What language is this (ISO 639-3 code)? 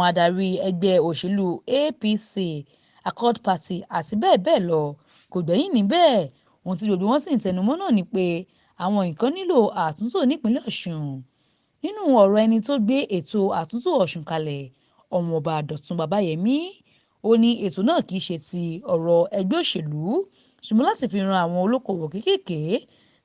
yor